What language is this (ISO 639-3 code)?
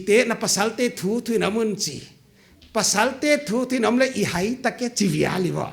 pck